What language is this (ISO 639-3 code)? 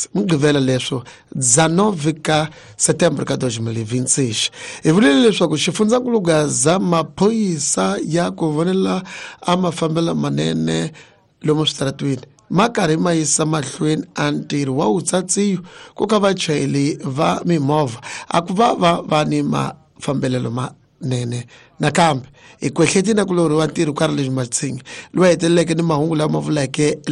tso